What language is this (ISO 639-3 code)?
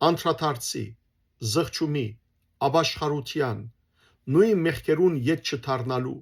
hyw